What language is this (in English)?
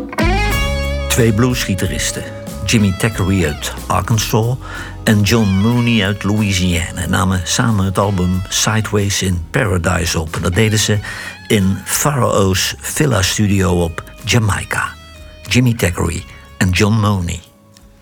Dutch